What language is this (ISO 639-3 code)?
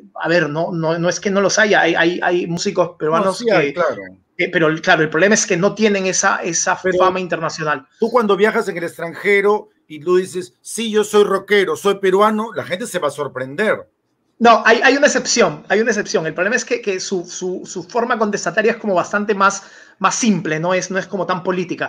spa